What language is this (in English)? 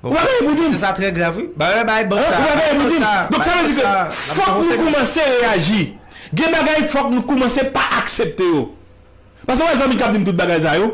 Haitian Creole